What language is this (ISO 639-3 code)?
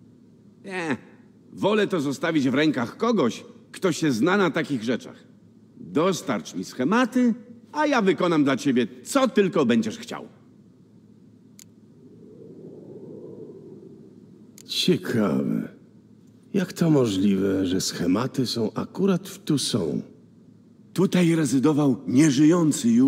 pol